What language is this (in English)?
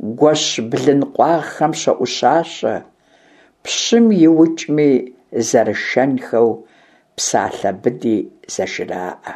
Kabardian